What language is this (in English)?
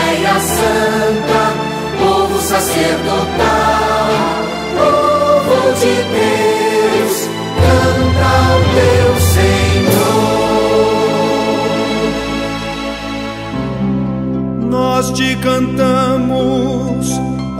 Portuguese